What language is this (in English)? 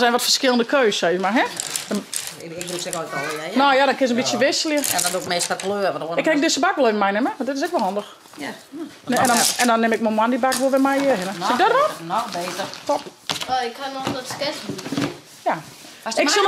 Western Frisian